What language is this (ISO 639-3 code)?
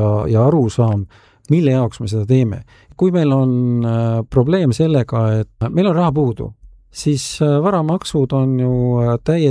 est